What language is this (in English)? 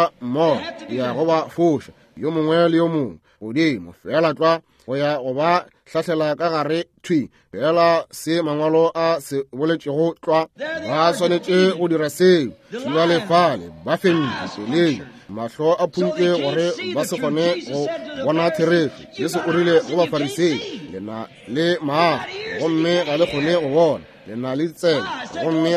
Northern Sotho